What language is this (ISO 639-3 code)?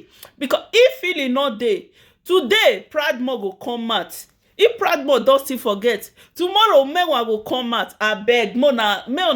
pcm